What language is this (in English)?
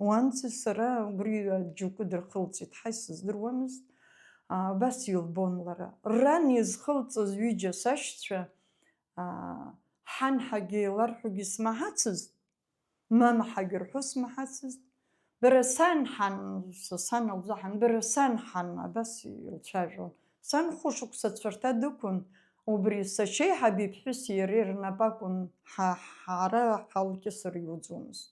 Abkhazian